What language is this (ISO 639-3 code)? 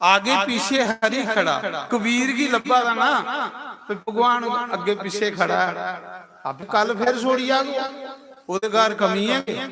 doi